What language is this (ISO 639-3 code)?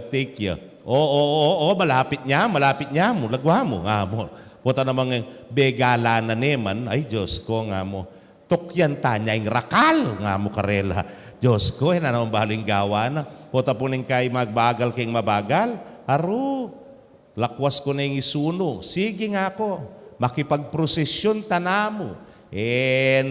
pam